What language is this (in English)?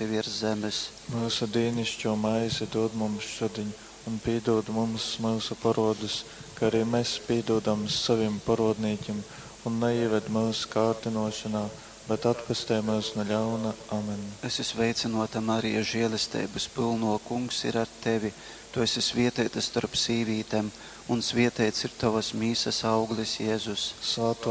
Latgalian